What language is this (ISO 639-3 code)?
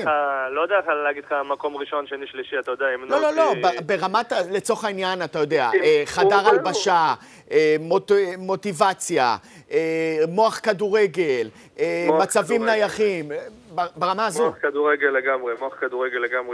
heb